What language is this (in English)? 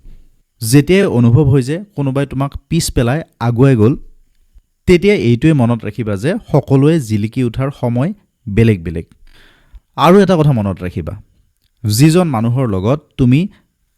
Assamese